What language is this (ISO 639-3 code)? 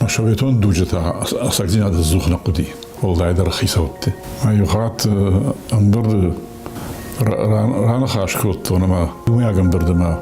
oss